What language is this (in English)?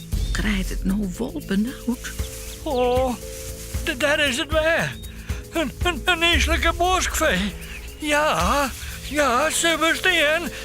Western Frisian